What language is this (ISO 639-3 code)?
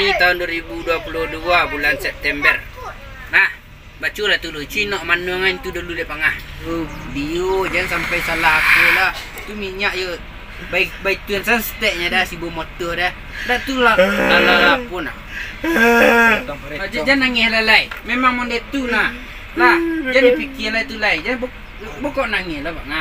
min